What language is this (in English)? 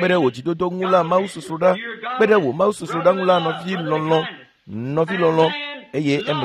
Ewe